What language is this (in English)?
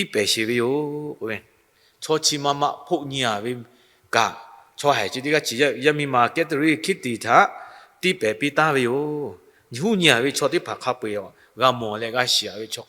Lahu